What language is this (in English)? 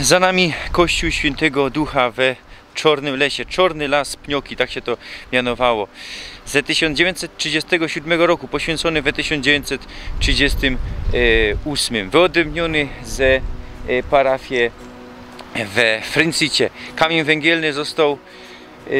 Silesian